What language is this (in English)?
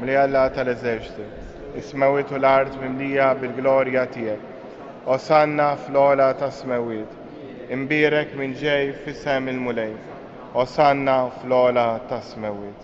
Maltese